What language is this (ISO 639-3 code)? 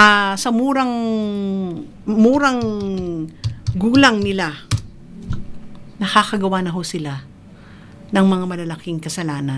fil